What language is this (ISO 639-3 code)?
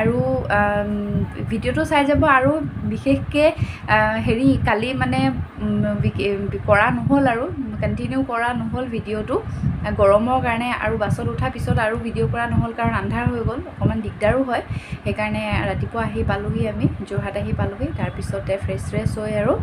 asm